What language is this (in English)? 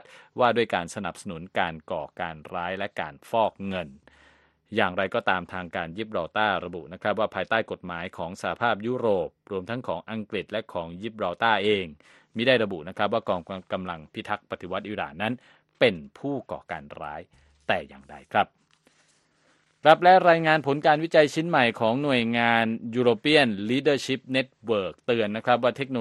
Thai